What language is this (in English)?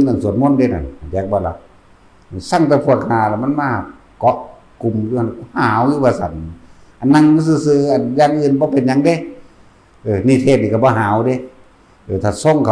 Northeastern Thai